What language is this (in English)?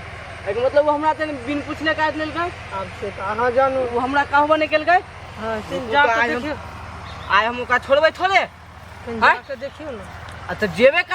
Maithili